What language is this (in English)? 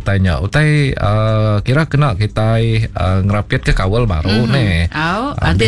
Iban